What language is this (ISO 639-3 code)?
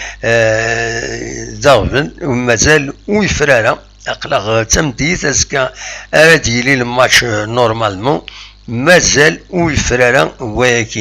kab